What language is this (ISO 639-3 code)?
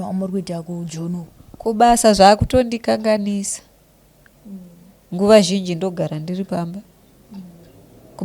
sna